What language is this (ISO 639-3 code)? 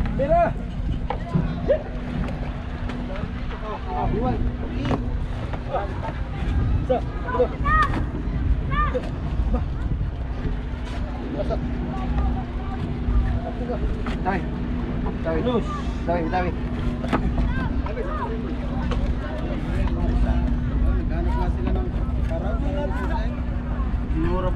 fil